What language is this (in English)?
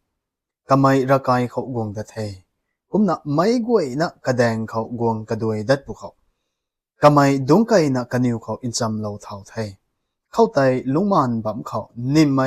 Rongmei Naga